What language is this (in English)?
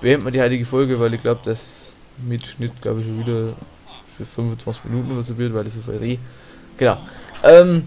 Bavarian